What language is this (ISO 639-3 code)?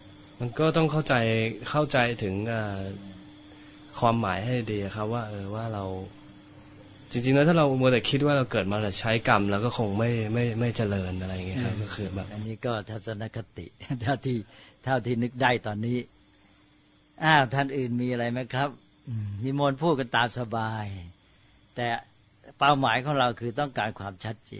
tha